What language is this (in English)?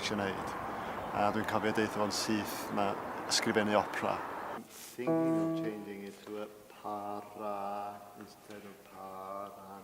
Welsh